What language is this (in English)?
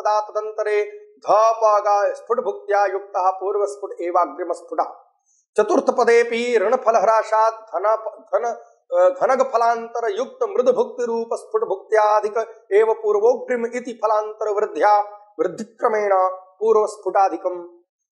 Sanskrit